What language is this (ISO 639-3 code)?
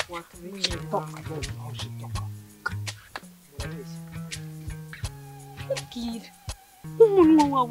kin